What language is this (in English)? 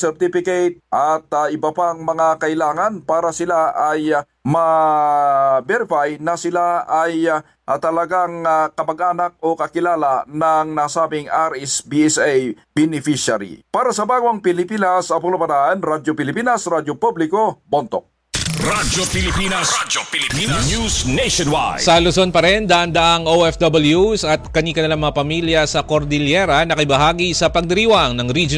Filipino